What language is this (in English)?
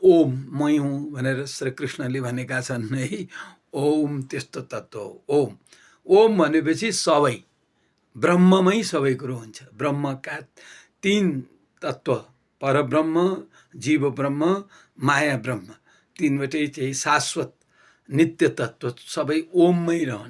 Nepali